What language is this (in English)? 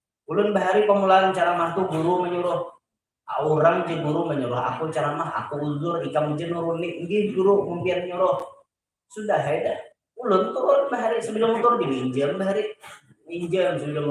Banjar